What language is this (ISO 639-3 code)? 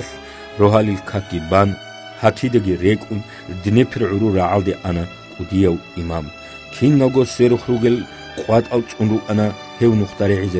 ava